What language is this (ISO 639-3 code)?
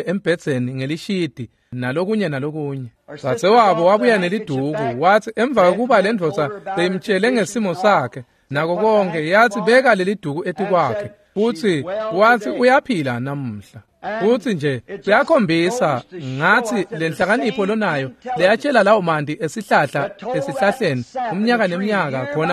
ssw